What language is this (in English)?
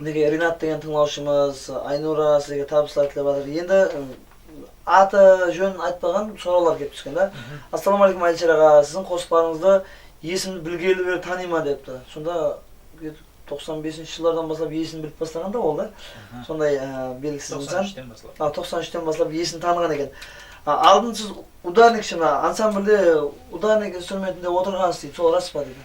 Kara-Kalpak